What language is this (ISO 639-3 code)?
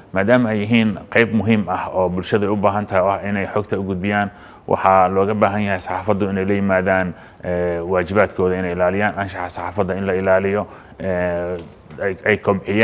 som